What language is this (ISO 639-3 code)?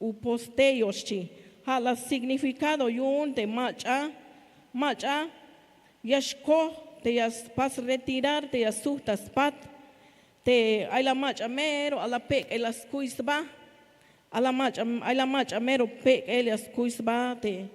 tzh